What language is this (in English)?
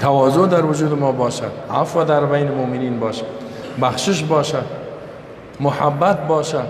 Persian